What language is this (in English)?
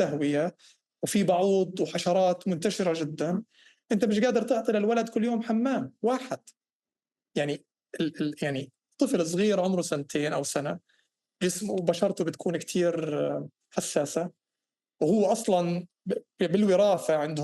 North Levantine Arabic